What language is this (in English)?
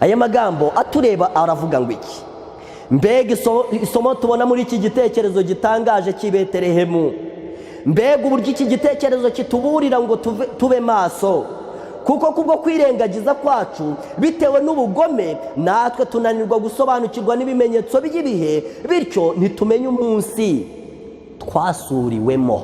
Kinyarwanda